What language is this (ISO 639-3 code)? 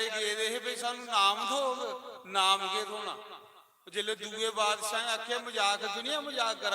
doi